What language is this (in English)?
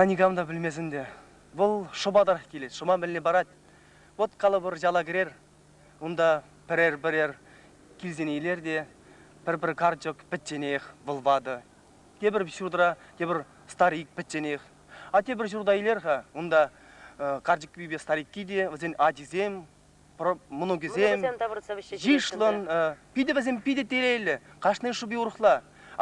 Chuvash